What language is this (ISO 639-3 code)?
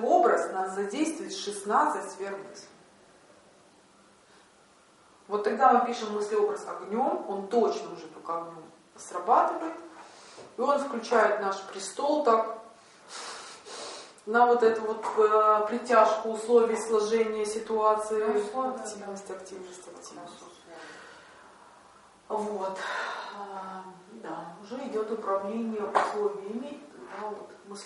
rus